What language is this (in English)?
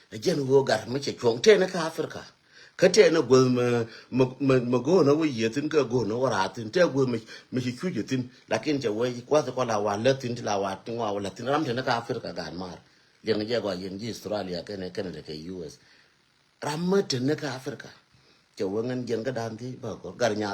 Nuer